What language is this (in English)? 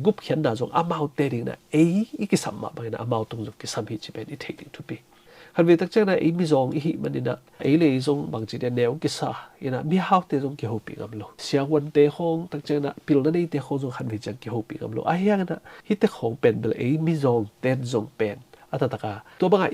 Tedim Chin